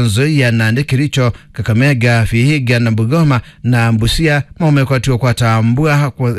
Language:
Kamba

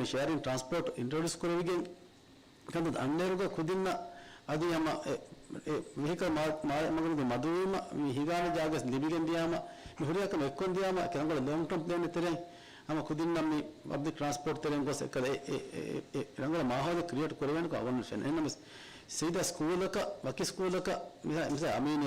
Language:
Divehi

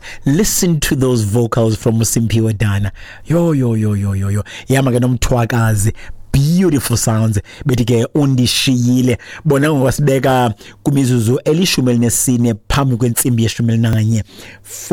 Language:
Xhosa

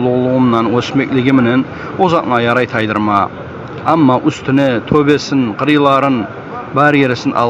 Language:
Kumyk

